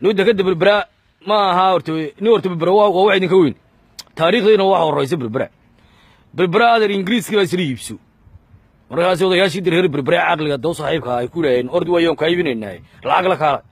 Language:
Somali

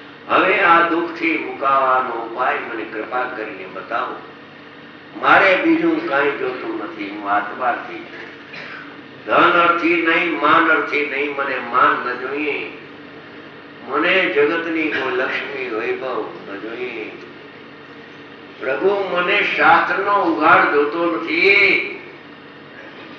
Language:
Gujarati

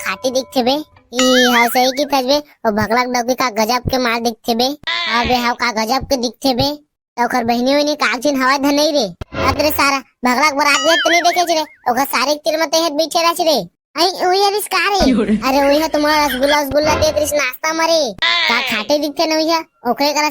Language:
Chhattisgarhi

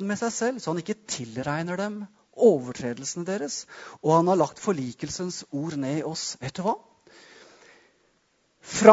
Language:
Norwegian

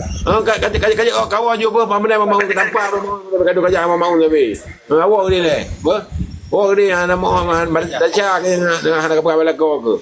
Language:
Achinese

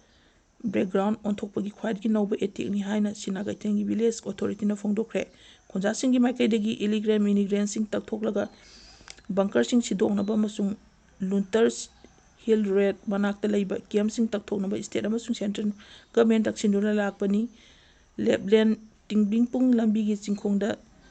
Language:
Manipuri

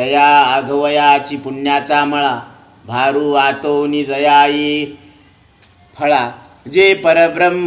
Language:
Marathi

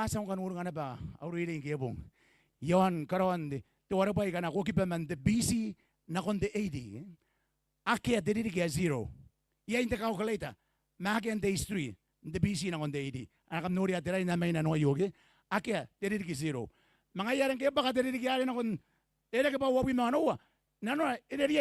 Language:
Gilbertese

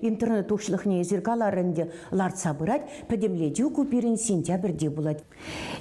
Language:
Chuvash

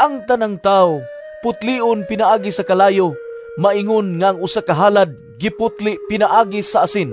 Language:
Cebuano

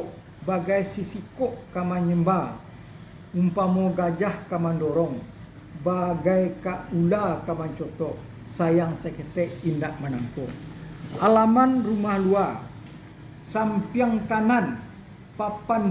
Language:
Minangkabau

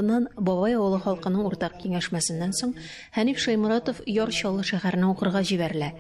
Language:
Tatar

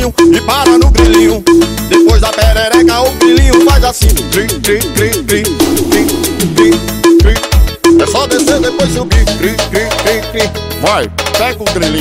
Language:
Portuguese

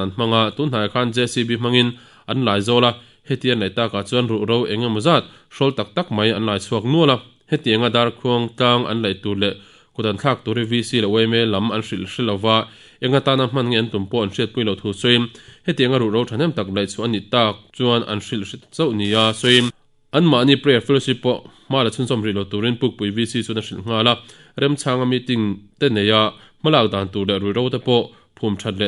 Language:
Mizo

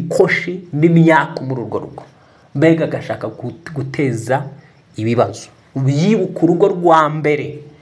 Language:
Kinyarwanda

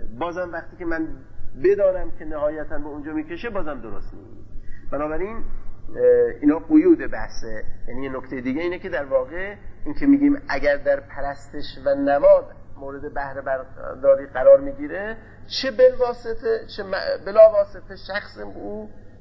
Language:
Persian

